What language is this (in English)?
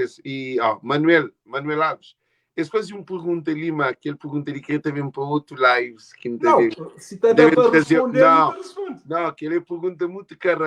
Kabuverdianu